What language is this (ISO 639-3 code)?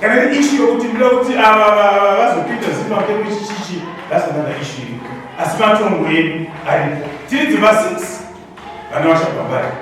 sna